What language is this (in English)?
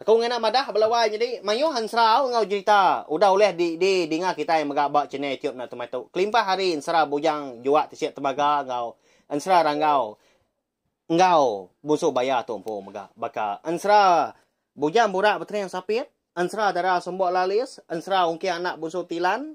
Iban